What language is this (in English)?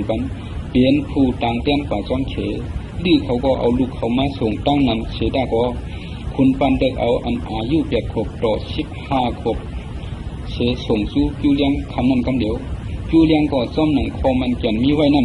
Shan